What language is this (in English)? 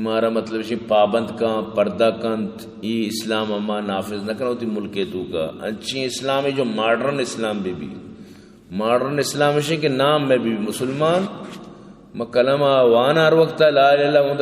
Baluchi